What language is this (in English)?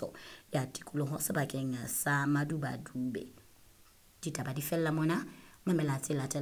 Southern Sotho